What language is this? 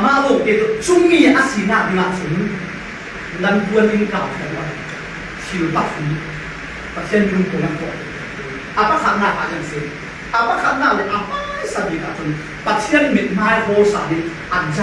Falam Chin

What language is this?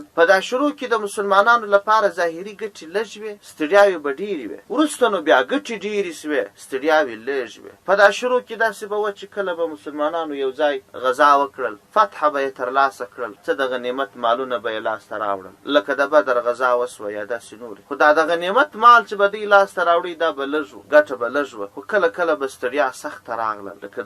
Pashto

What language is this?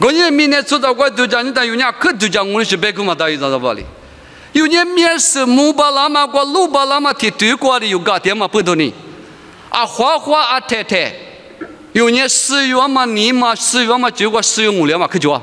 Lisu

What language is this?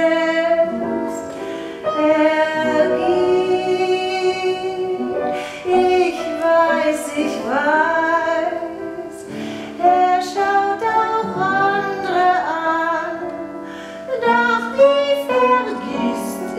German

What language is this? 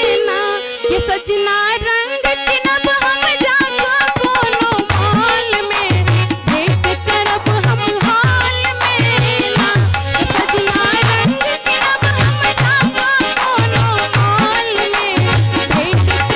Maithili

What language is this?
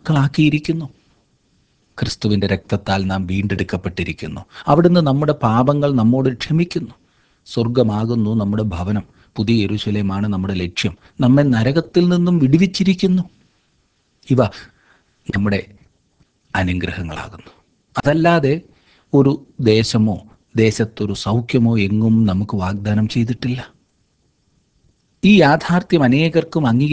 Malayalam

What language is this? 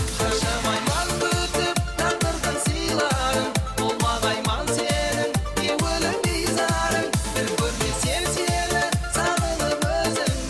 Kara-Kalpak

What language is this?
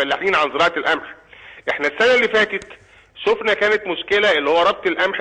Egyptian Arabic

